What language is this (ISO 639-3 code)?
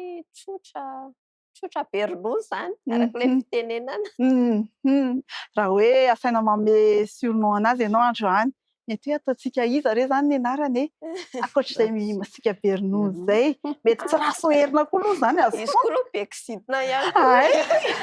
mlg